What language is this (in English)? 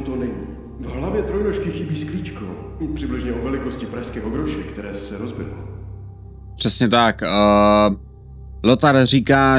Czech